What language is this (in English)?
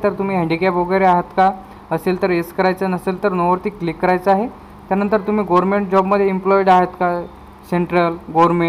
Marathi